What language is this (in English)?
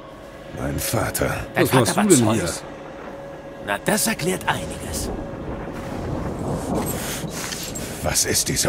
German